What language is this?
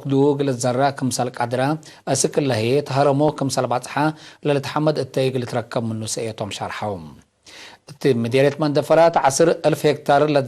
Tigre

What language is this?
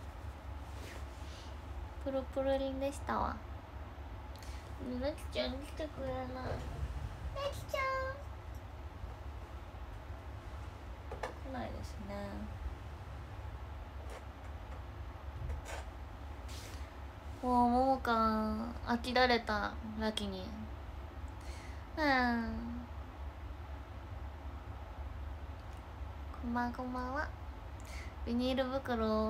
Japanese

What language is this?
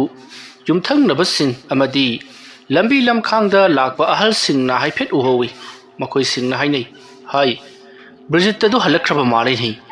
Manipuri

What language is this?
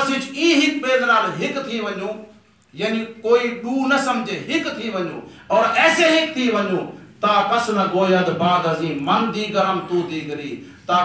Saraiki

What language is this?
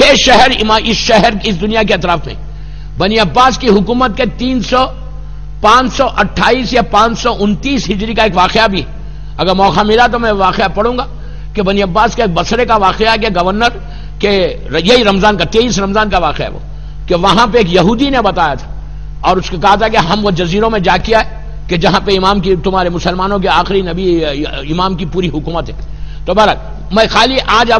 Urdu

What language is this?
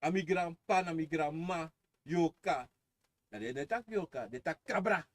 Sranan Tongo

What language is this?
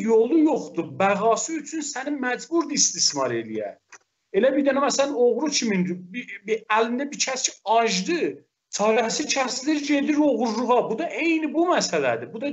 South Azerbaijani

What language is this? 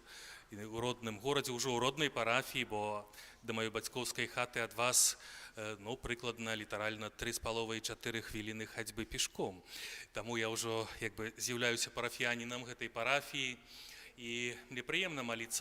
Belarusian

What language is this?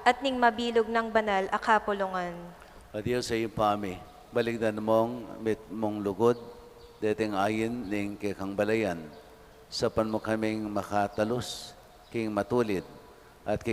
Pampanga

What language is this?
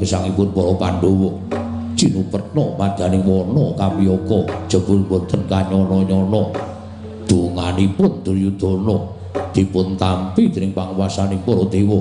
Javanese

